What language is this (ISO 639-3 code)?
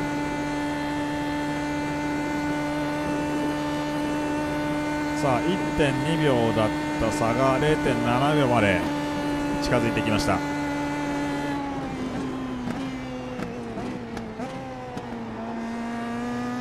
jpn